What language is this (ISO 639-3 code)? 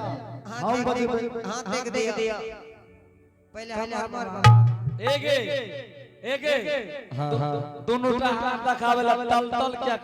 anp